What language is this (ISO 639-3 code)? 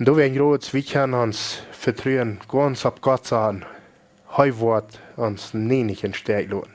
pdt